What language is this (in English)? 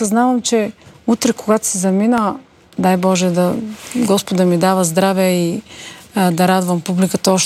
Bulgarian